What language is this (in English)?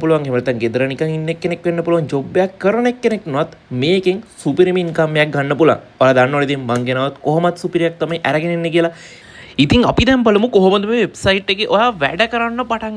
Sinhala